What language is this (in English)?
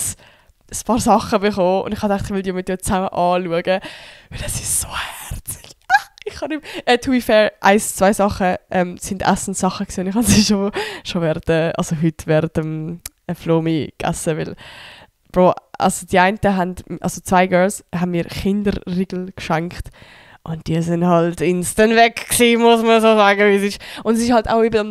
Swiss German